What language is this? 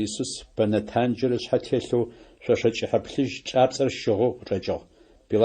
Adyghe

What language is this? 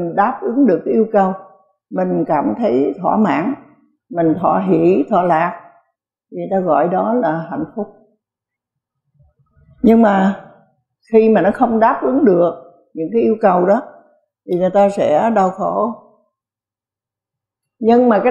Vietnamese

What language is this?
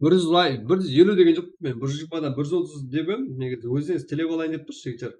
Kara-Kalpak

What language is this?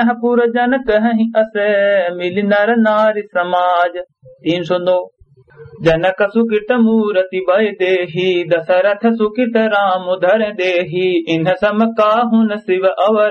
Awadhi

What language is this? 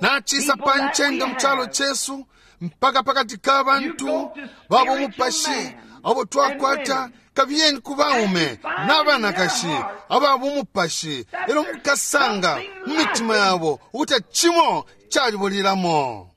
Bemba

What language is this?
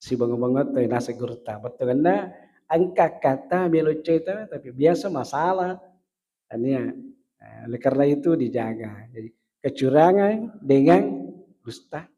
Buginese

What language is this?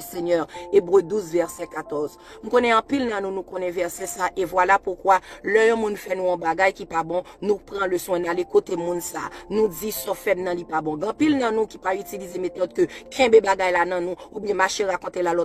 Haitian Creole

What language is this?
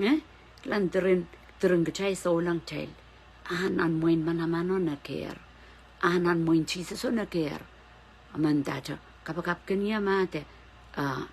Pohnpeian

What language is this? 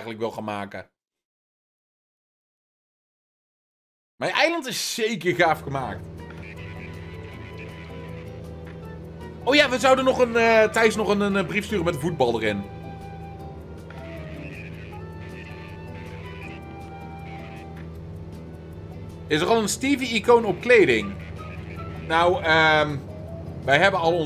Dutch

